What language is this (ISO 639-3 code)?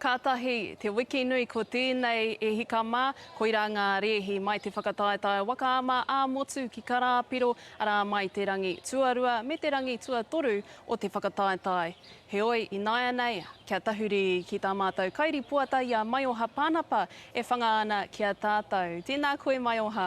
mri